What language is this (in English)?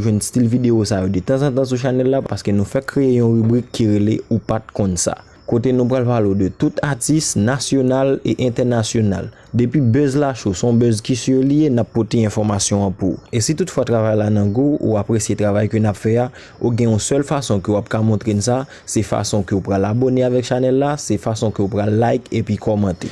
Haitian Creole